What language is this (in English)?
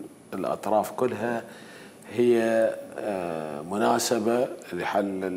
Mesopotamian Arabic